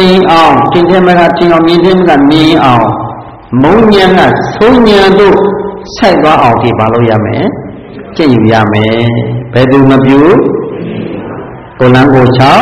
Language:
Burmese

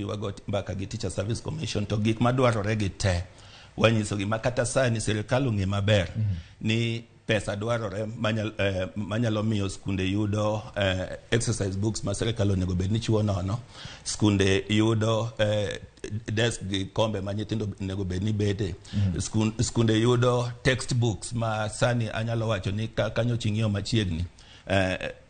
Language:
Luo (Kenya and Tanzania)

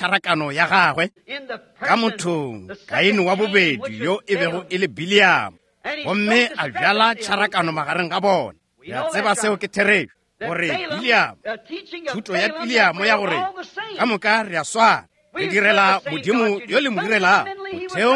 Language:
Northern Sotho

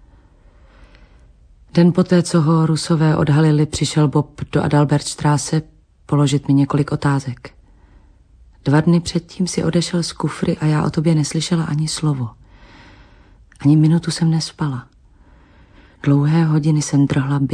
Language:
Czech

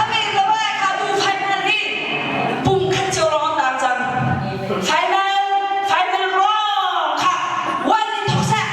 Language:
Hakha Chin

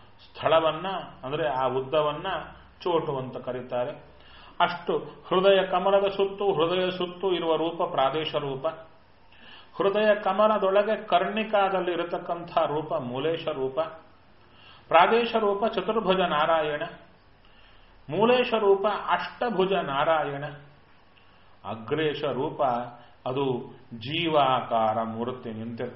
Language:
Kannada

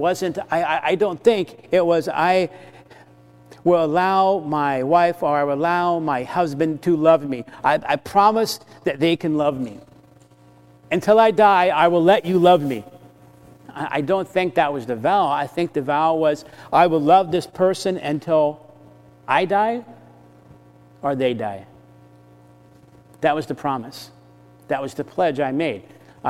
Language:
English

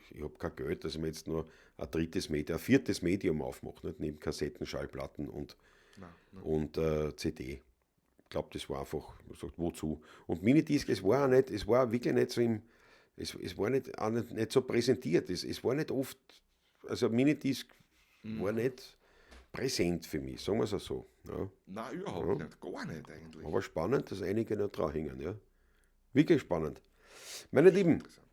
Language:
Bavarian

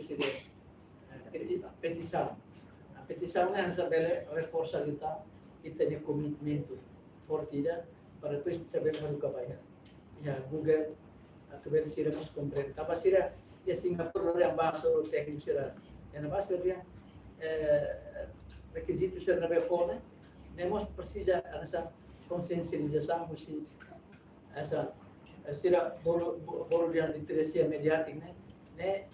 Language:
Tetum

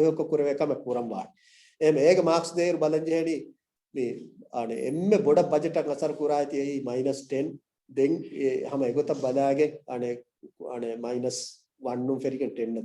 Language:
Divehi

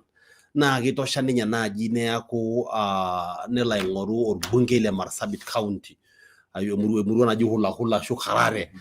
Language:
Masai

